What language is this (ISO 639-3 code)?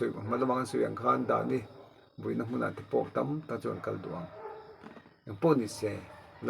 lus